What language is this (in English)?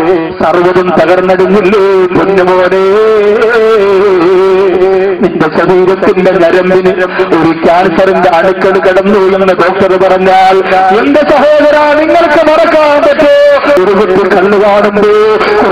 Malayalam